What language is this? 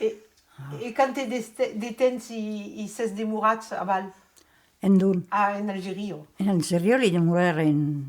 Occitan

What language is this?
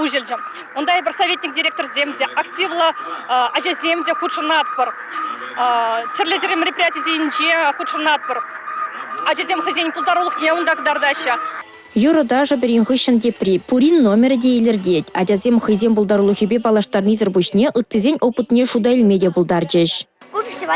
Chuvash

